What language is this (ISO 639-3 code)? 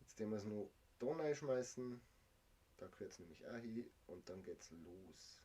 bar